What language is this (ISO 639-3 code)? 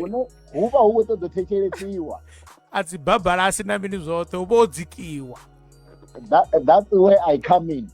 ven